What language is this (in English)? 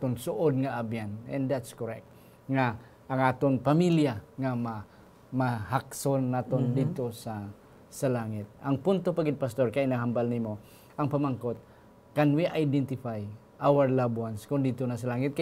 Hiligaynon